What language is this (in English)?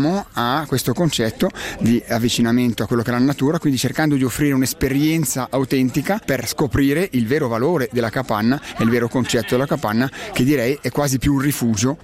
Italian